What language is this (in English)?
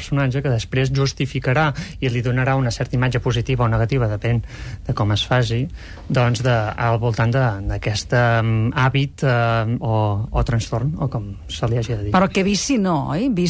Catalan